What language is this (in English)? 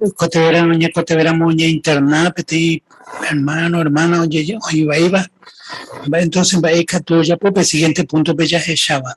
Guarani